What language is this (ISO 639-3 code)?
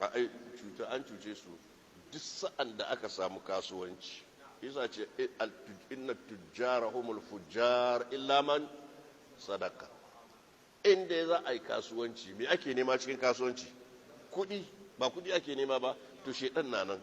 hau